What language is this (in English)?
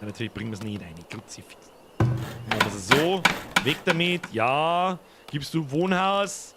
Bavarian